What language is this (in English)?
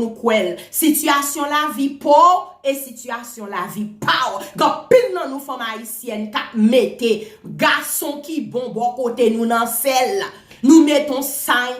Haitian Creole